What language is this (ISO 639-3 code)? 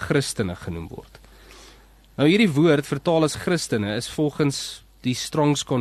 afr